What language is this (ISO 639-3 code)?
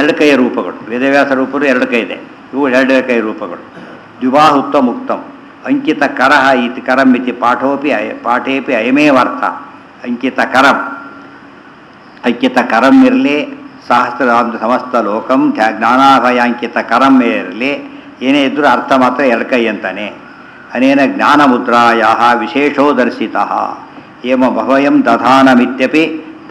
kan